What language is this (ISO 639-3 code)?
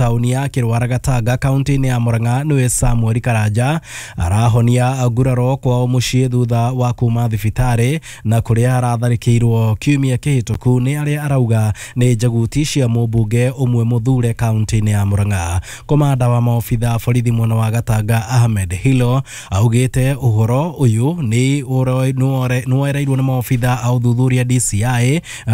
kik